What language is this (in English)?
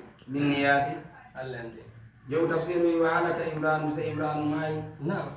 Fula